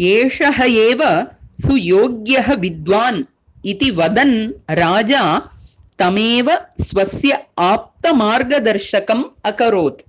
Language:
Sanskrit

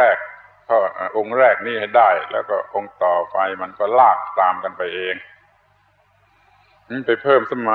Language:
Thai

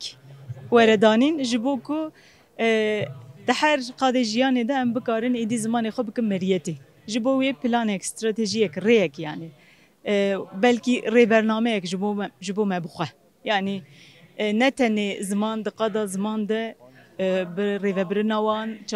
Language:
Kurdish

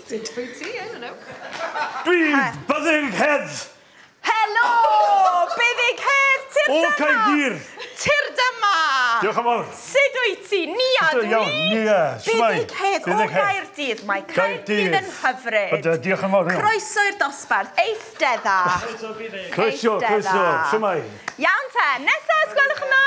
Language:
Welsh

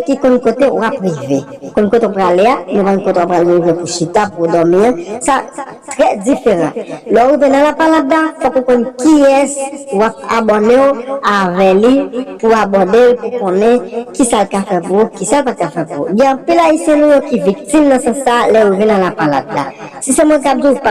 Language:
Haitian Creole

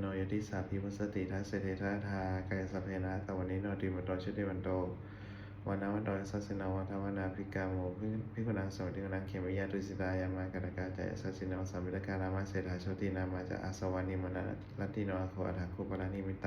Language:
Pali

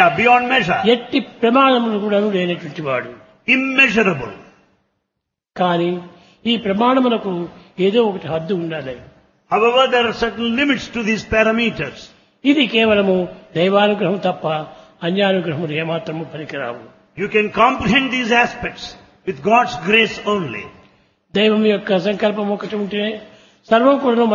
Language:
Telugu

